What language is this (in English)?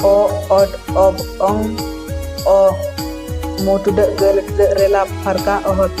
Santali